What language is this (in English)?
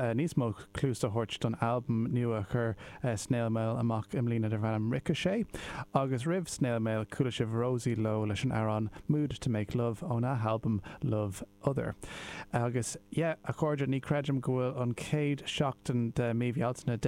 Irish